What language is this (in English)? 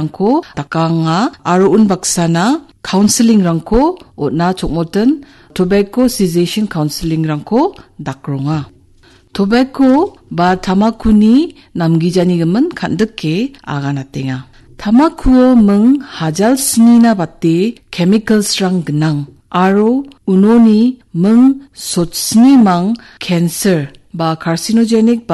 Garo